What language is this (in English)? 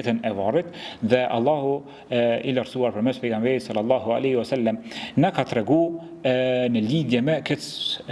Albanian